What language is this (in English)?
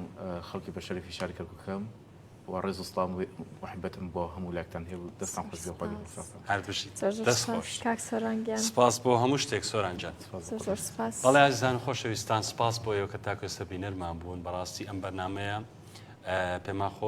Central Kurdish